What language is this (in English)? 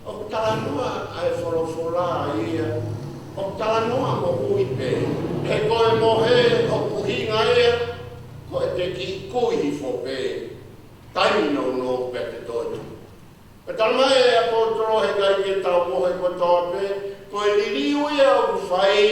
Tongan